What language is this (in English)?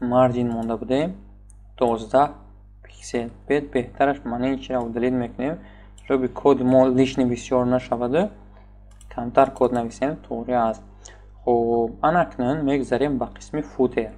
Tajik